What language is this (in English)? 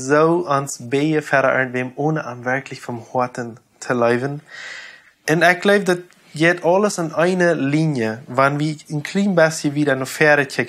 Plautdietsch